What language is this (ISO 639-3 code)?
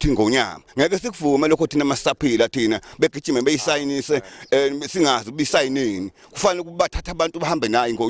zul